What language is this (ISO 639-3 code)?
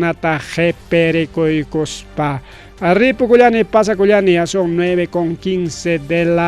quy